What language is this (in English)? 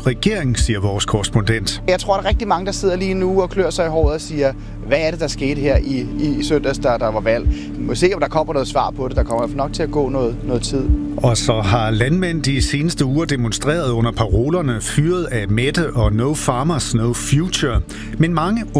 Danish